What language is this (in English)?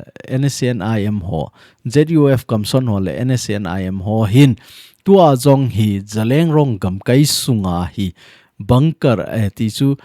Thado Chin